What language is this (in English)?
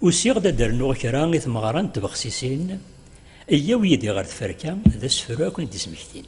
Kabyle